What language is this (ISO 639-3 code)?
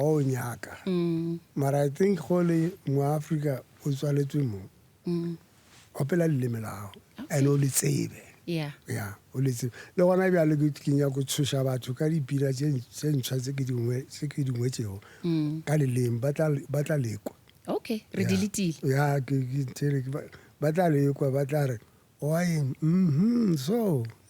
nso